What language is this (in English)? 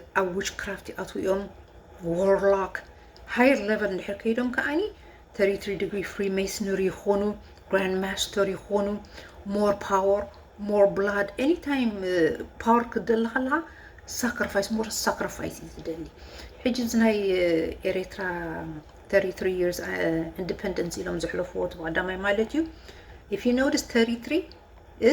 Tigrinya